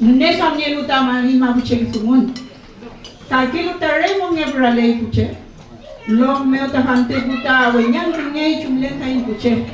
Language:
Mapuche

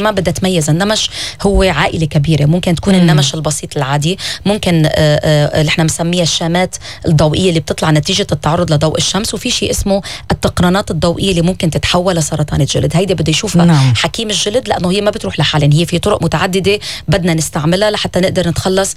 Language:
North Levantine Arabic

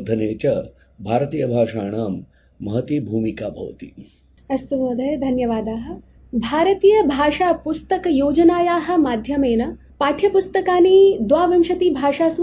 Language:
Sanskrit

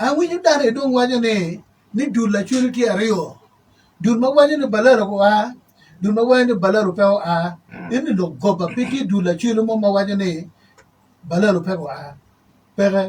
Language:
Acoli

